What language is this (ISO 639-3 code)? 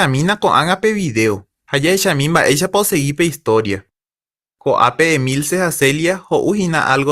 grn